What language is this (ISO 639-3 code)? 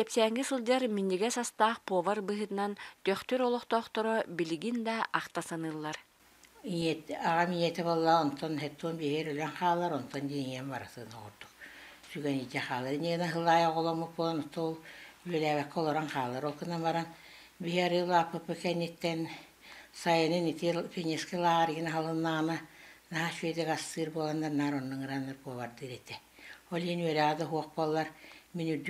sah